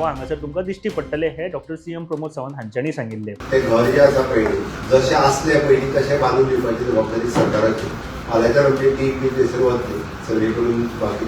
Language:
Konkani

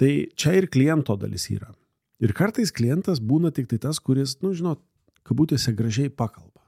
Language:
Lithuanian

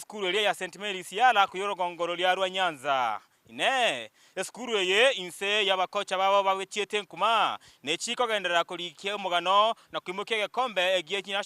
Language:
Gusii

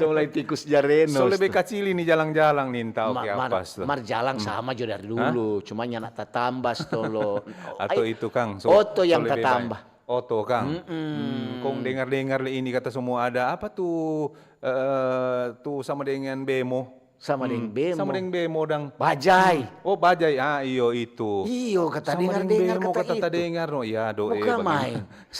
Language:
Manado Malay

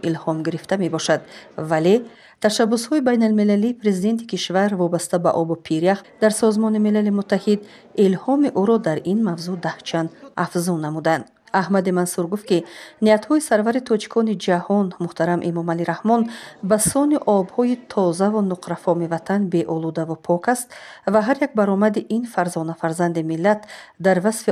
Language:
Tajik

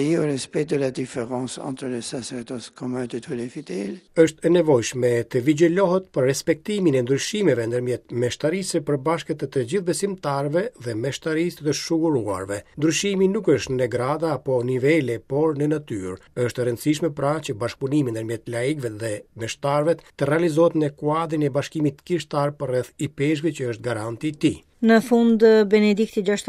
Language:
Albanian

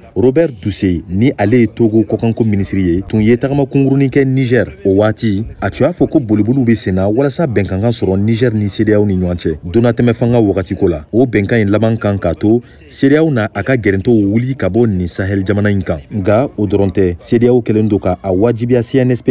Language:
Bambara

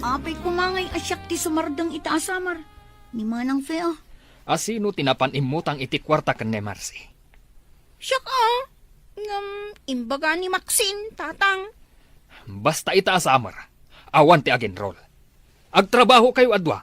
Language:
Iloko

